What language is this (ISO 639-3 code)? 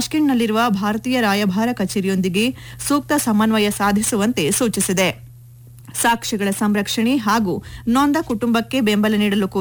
kan